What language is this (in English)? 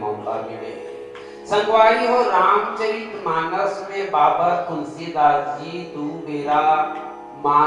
Chhattisgarhi